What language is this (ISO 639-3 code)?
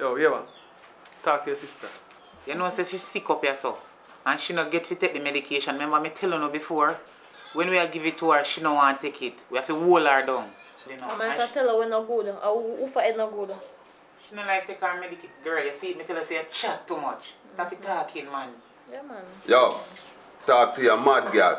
jam